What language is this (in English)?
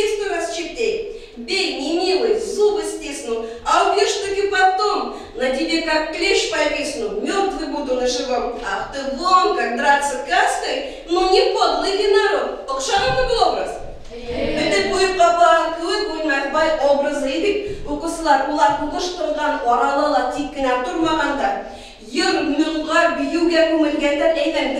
Bashkir